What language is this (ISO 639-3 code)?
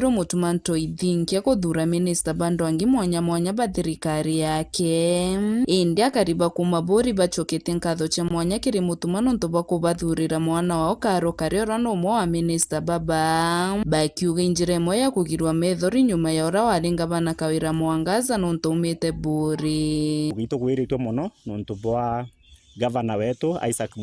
mer